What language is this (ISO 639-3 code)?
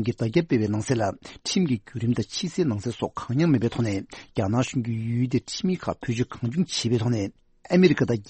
bod